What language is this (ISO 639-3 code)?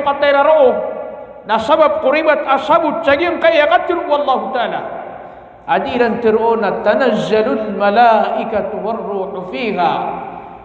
mrw